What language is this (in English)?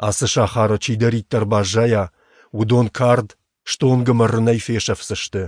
Ossetic